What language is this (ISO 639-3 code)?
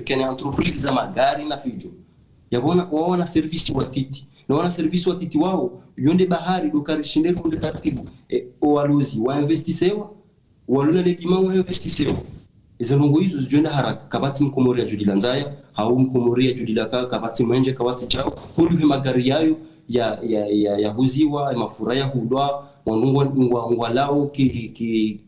zdj